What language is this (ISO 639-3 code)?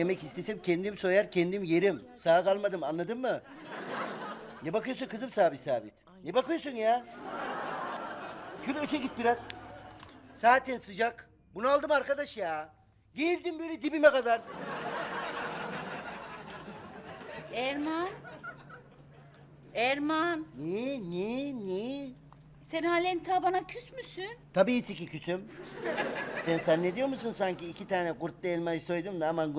tur